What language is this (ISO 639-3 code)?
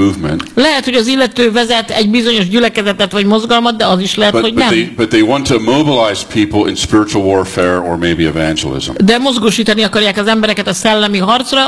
hun